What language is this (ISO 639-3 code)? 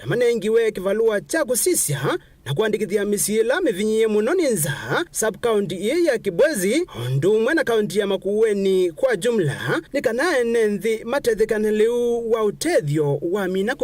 kam